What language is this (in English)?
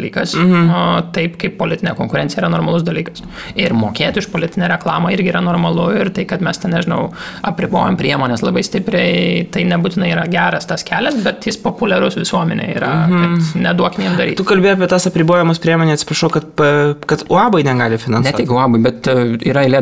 Lithuanian